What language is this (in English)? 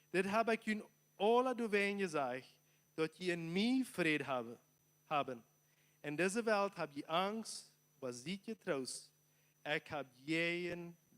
Plautdietsch